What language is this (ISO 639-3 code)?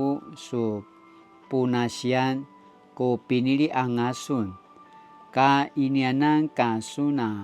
pwn